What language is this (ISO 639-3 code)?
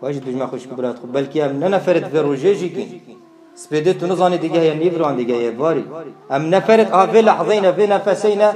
kur